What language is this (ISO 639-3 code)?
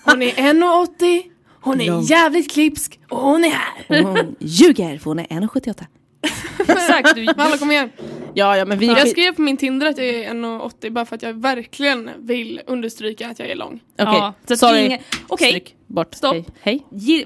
swe